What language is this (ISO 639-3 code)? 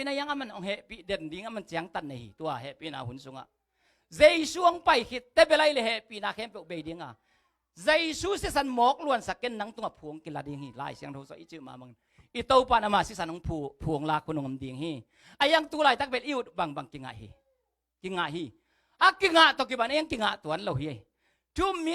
ctd